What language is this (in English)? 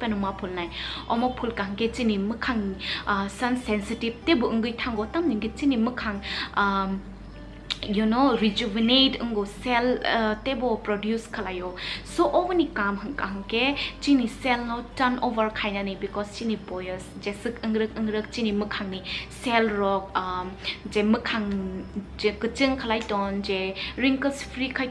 Kok Borok